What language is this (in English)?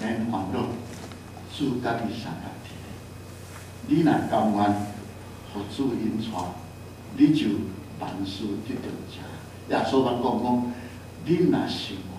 Min Nan Chinese